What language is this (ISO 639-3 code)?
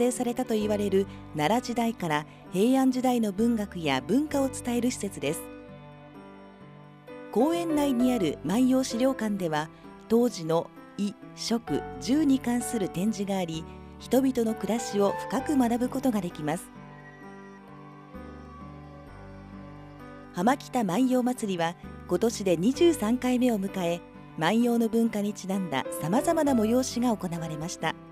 jpn